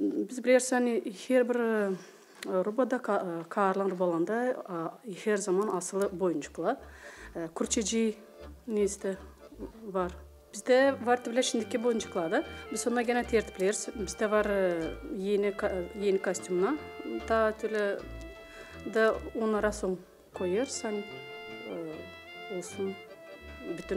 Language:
Gagauz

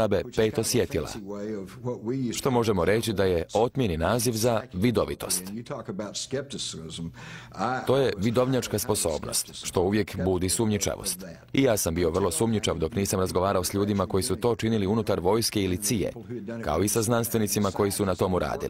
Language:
Croatian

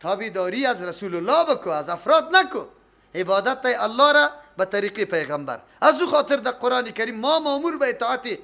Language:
Persian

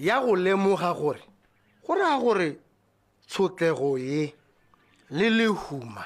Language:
Tswana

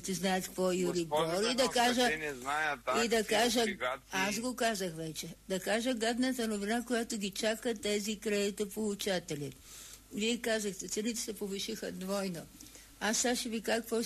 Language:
Bulgarian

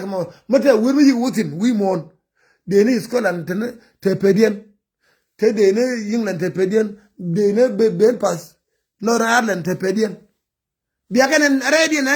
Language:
Nuer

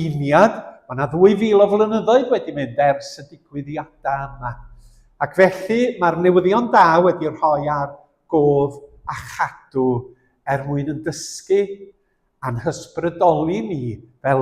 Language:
Welsh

